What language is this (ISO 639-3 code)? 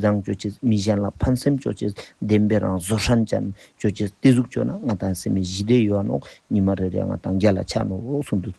lbj